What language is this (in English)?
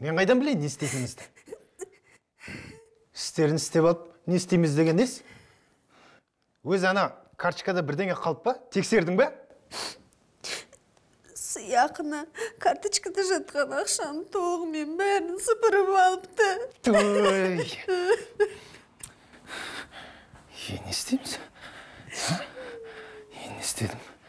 Kazakh